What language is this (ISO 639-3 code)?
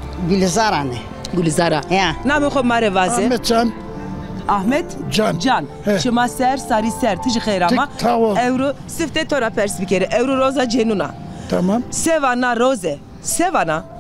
zza